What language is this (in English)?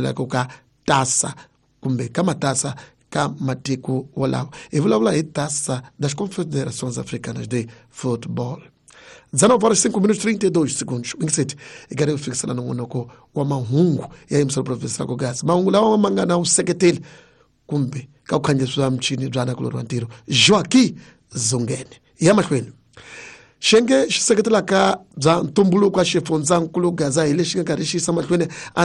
Tsonga